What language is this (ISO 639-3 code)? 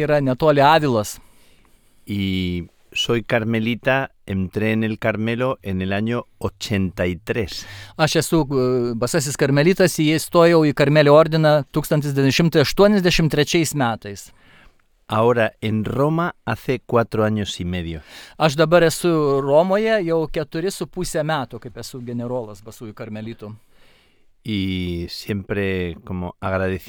lit